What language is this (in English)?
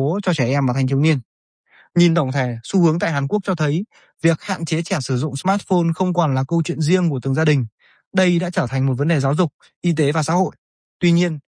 Vietnamese